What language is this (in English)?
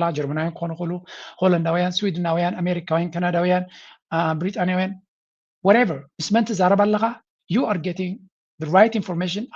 Tigrinya